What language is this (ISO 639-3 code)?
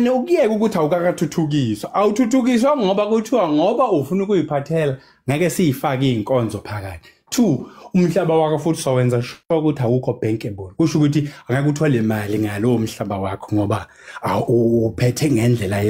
zul